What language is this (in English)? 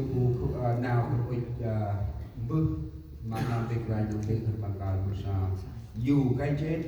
Central Mnong